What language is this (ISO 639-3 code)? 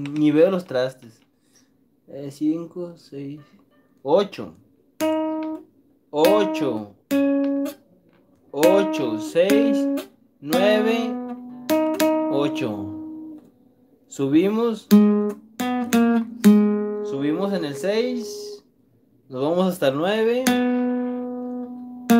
spa